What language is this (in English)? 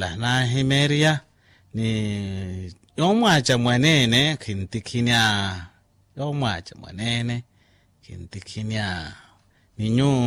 Makhuwa